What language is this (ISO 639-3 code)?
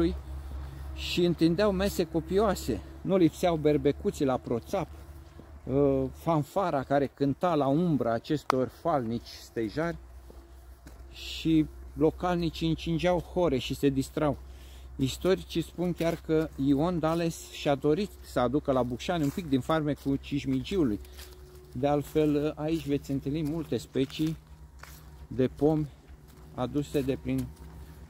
ron